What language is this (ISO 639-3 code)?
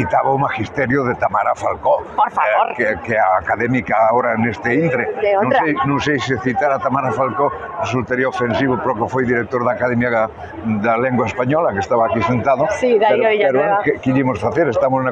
glg